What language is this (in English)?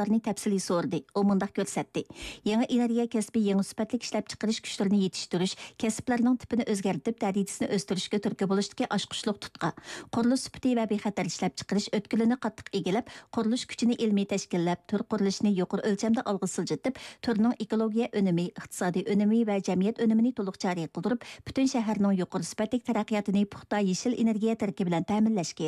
Uyghur